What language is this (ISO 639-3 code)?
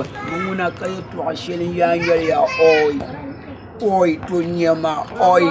dag